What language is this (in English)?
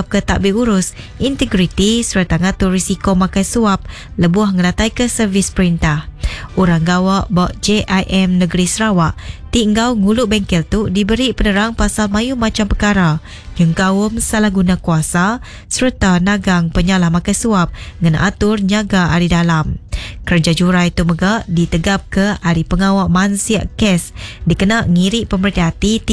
Iban